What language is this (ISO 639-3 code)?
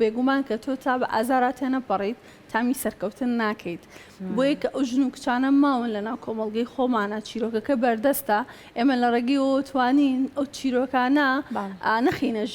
ckb